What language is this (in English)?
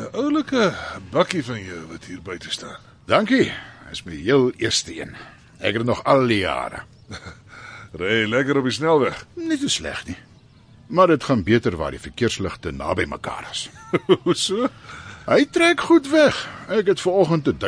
Afrikaans